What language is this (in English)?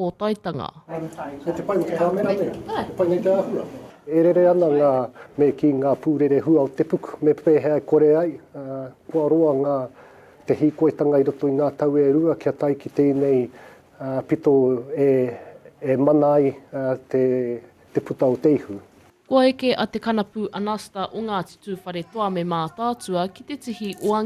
Māori